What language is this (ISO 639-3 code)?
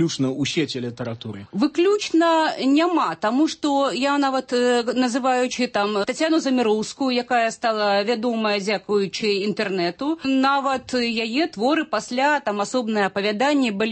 bel